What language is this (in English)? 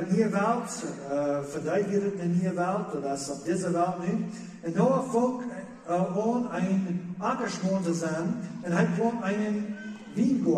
Plautdietsch